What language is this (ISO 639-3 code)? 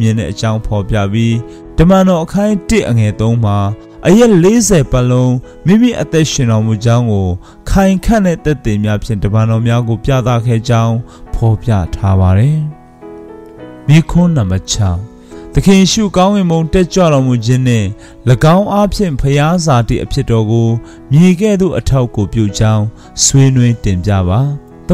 mya